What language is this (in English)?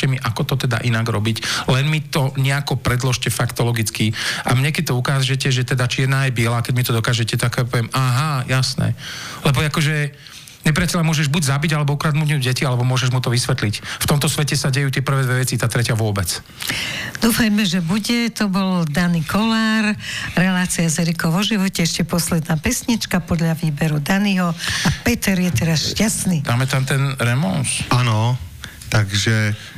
Slovak